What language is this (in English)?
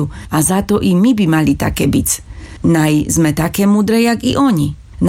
Slovak